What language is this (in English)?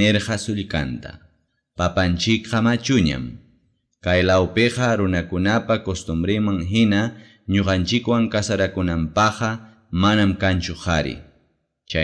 Ayacucho Quechua